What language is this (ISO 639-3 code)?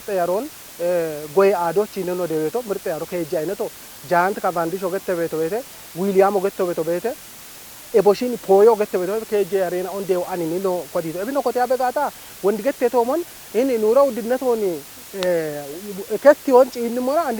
kbr